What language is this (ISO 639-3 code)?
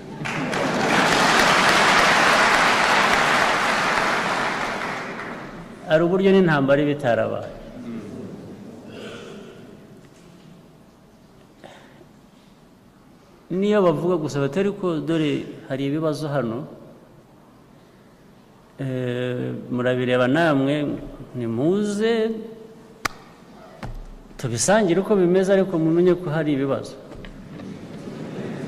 kin